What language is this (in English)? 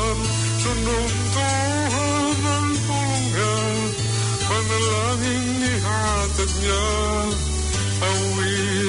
Filipino